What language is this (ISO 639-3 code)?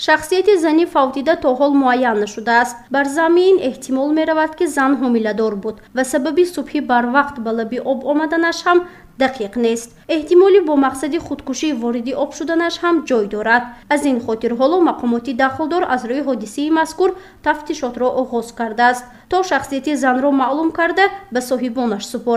tgk